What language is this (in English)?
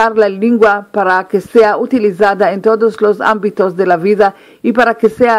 Ladino